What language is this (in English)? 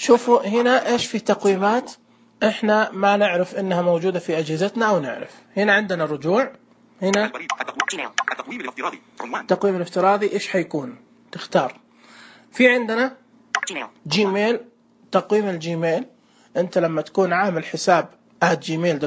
Najdi Arabic